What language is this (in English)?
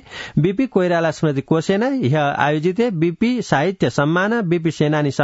Sanskrit